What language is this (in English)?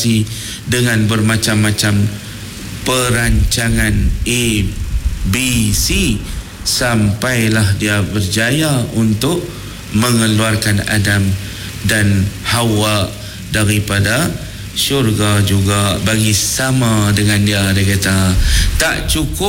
Malay